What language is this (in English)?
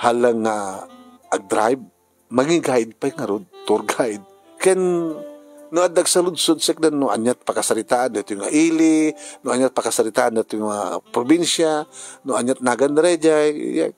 Iloko